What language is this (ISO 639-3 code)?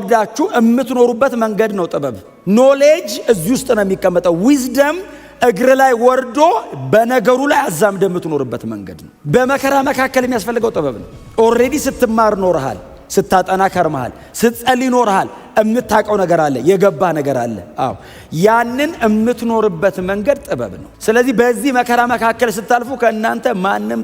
amh